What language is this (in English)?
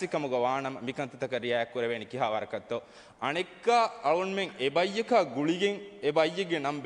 Divehi